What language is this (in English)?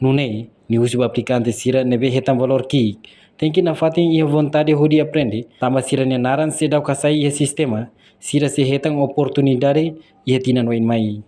Tetum